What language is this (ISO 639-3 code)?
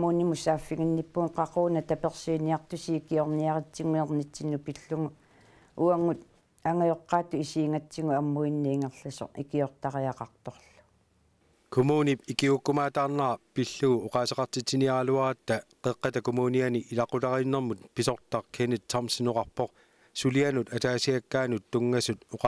kal